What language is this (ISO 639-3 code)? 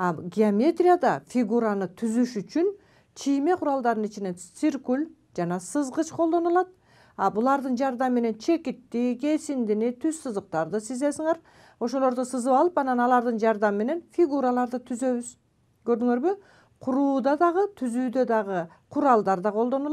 kir